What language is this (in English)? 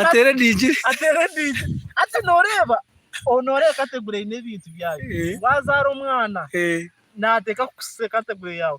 Nyankole